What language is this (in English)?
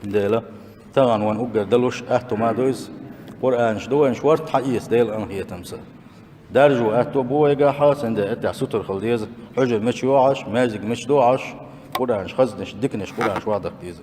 Chechen